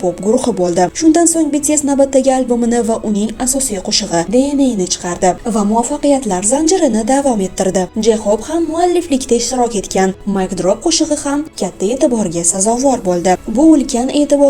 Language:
Uzbek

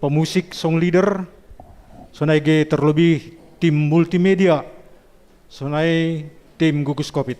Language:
Batak Simalungun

